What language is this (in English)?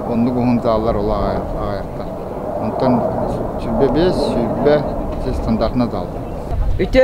Yakut